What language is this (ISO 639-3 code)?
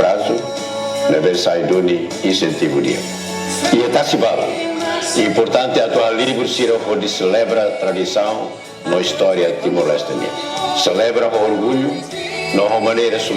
tet